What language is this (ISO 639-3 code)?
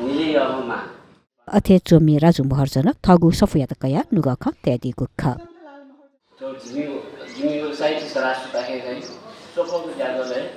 new